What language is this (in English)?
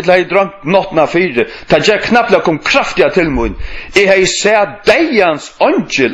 Faroese